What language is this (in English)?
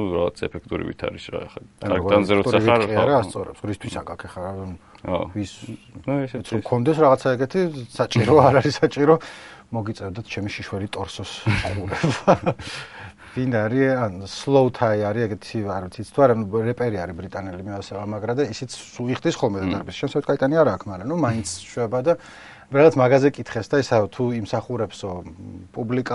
Georgian